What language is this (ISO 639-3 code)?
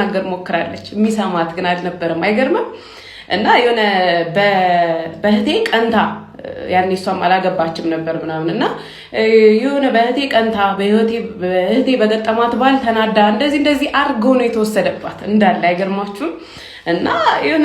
amh